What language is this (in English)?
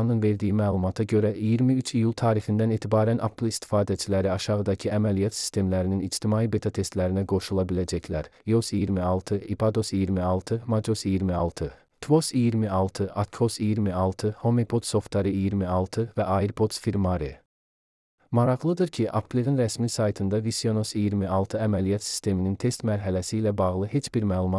Azerbaijani